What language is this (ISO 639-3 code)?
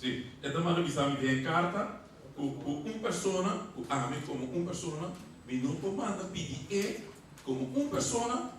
pap